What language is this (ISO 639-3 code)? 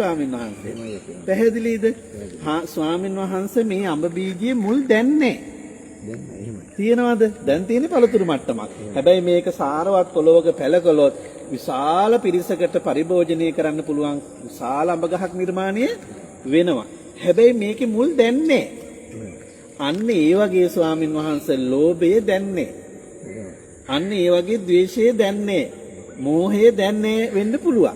sin